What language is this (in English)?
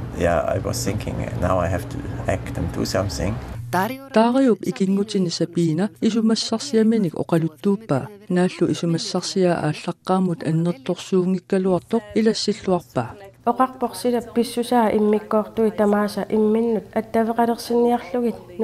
Kalaallisut